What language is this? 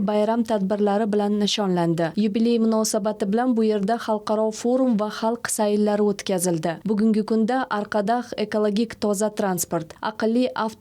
Uzbek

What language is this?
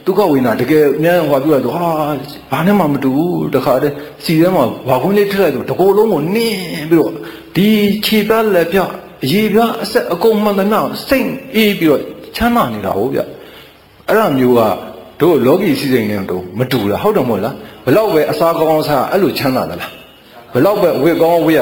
Burmese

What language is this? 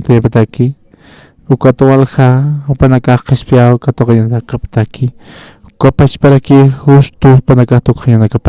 Aymara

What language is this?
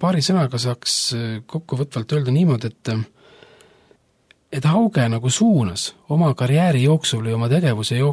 Estonian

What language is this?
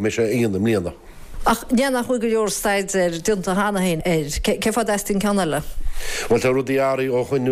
Irish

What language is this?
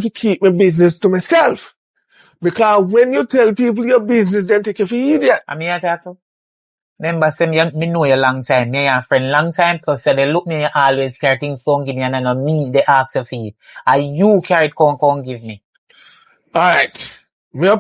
Jamaican Creole English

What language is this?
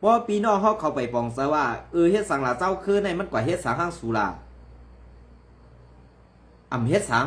Shan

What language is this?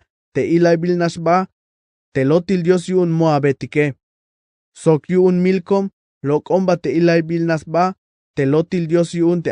Tzeltal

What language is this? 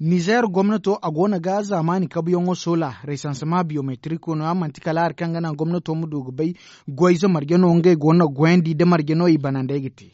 Zarma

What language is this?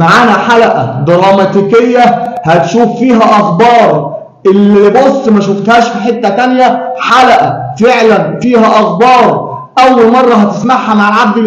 Egyptian Arabic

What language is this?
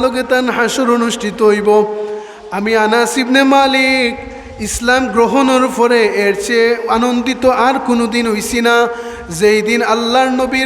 Sylheti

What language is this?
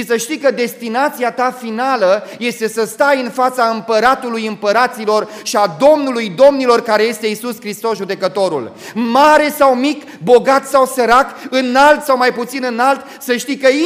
Romanian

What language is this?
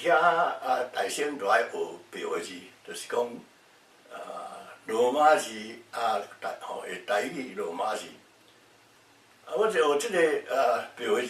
Min Nan Chinese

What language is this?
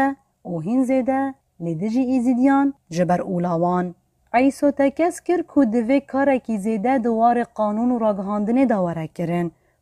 Kurdish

